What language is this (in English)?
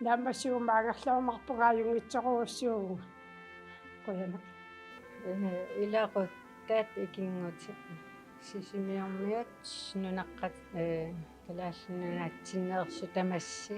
Kalaallisut